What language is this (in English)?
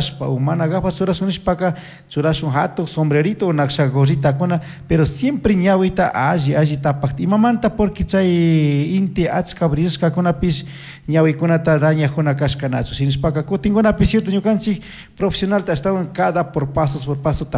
Chimborazo Highland Quichua